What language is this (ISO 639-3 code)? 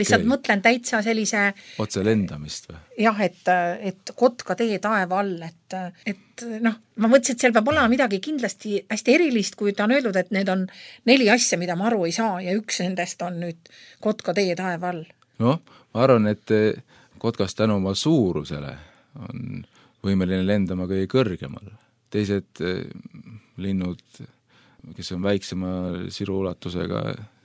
est